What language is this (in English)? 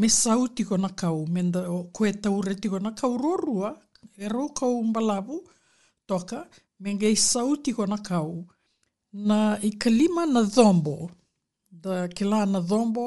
Fijian